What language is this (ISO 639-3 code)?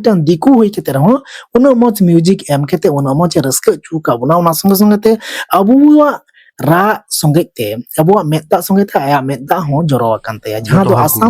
sat